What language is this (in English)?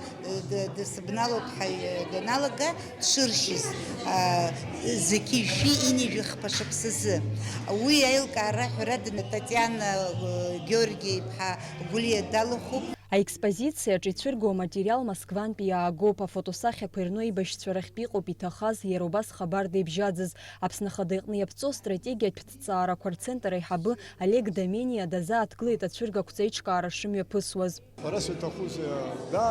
Abkhazian